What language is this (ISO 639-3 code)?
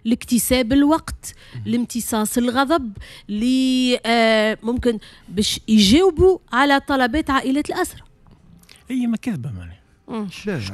aeb